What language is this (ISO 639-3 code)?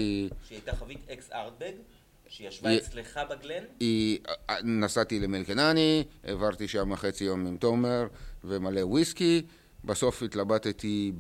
heb